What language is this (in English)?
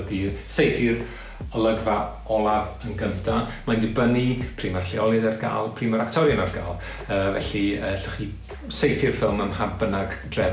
Welsh